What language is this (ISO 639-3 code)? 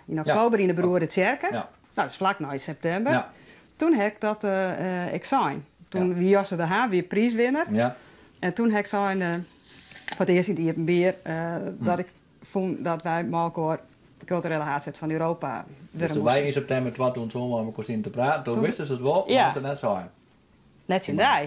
fry